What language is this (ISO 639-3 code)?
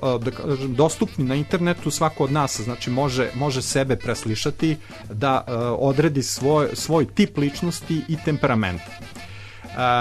srp